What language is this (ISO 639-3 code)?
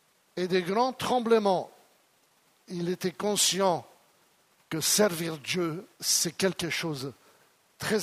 fra